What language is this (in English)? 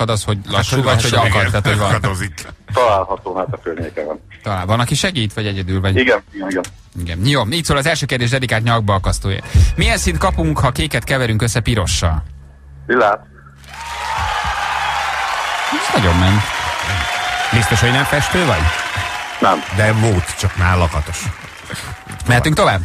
Hungarian